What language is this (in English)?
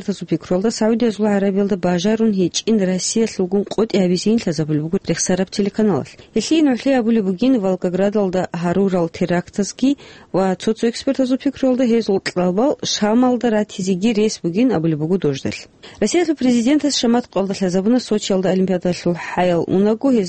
Avaric